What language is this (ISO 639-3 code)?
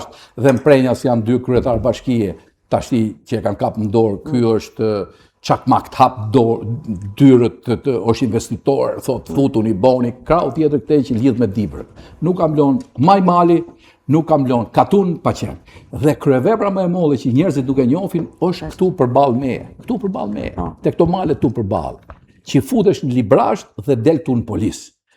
sqi